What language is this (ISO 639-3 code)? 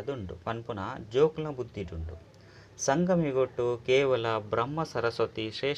tcy